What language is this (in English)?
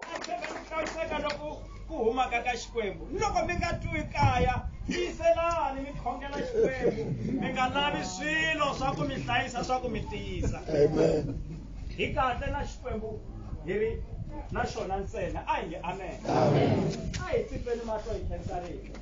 Tsonga